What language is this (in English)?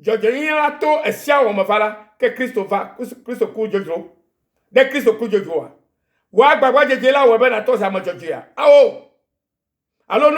Ewe